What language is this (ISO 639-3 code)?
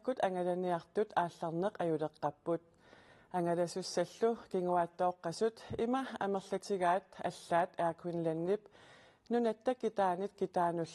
kal